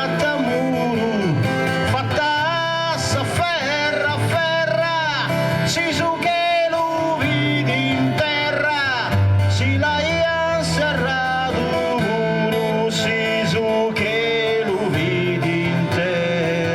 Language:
Sardinian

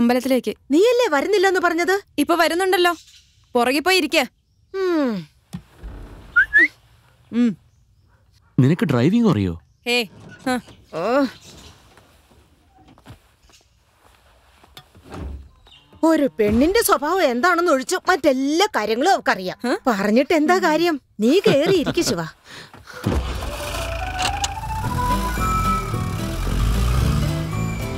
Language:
Malayalam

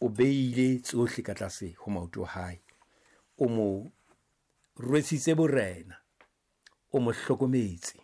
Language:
Southern Sotho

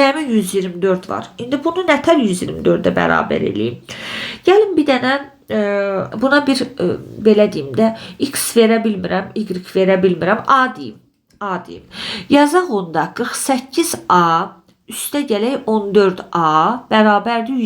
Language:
Azerbaijani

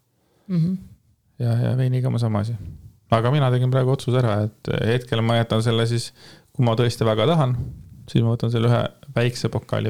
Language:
Estonian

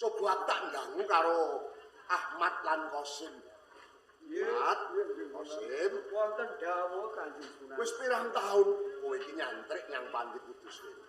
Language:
Javanese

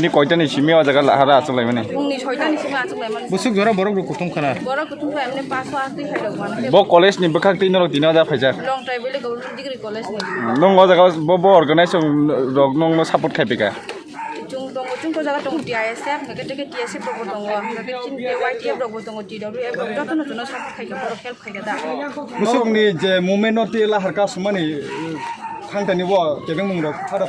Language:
Kok Borok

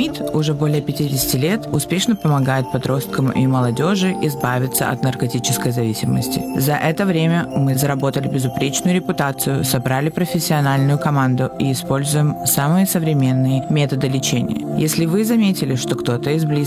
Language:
Russian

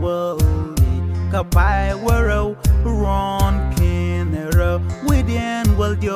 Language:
Nuer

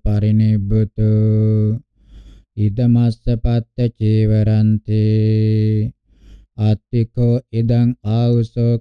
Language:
Pali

